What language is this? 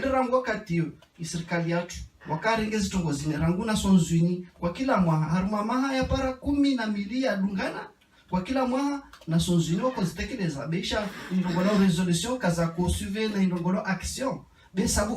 Ngazidja Comorian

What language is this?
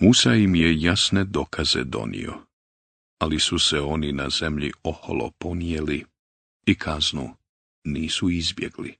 Bosnian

